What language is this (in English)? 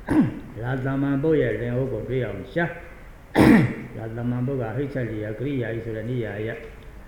Burmese